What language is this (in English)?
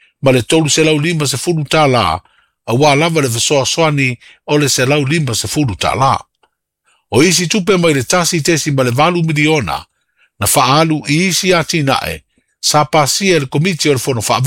Samoan